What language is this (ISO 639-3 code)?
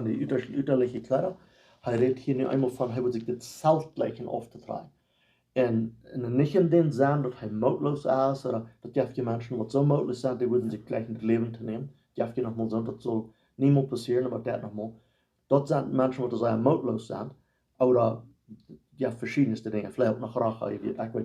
pdt